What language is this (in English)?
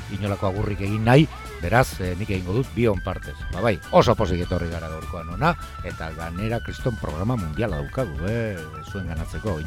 Basque